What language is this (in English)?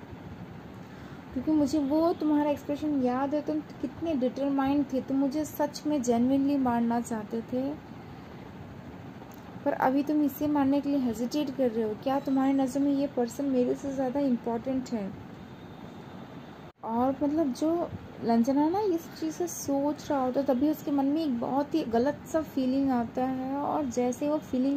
Hindi